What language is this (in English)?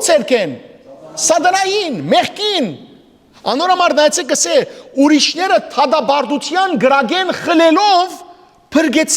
Western Armenian